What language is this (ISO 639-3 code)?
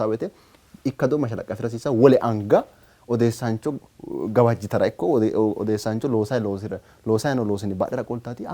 sid